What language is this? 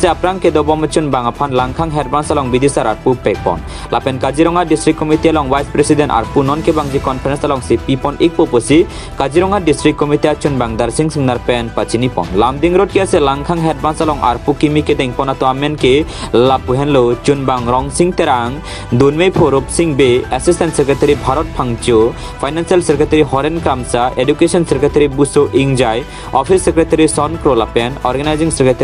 Karbi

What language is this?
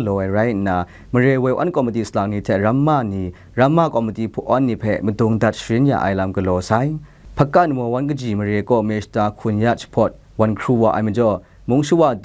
Kachin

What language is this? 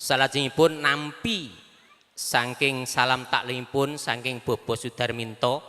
Javanese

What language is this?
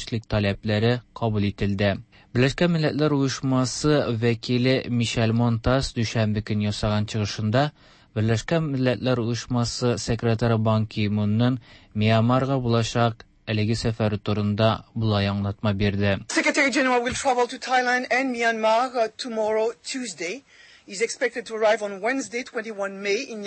Tatar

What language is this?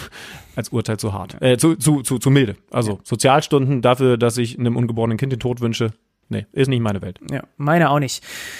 German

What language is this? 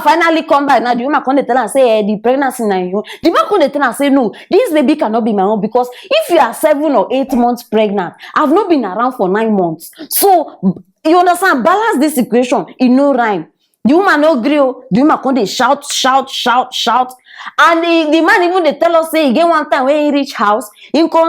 Nigerian Pidgin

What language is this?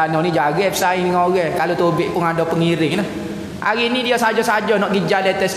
Malay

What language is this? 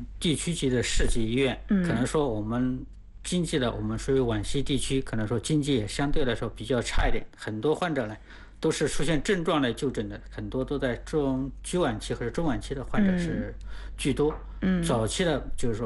Chinese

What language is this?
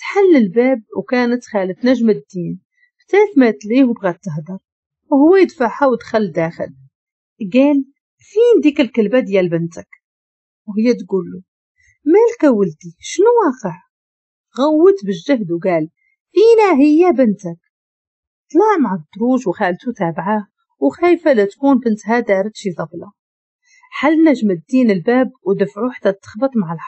Moroccan Arabic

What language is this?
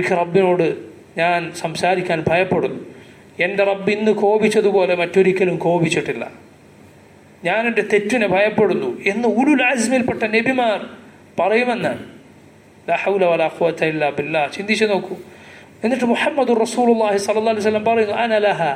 Malayalam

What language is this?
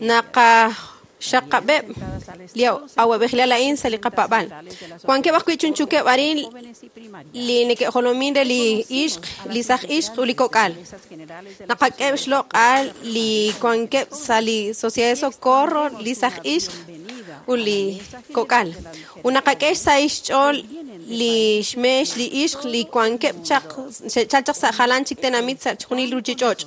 Kekchí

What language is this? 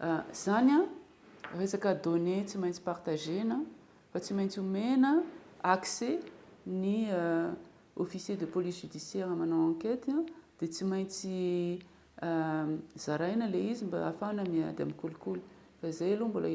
Malagasy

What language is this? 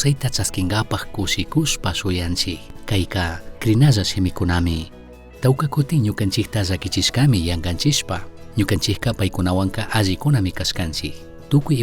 Chimborazo Highland Quichua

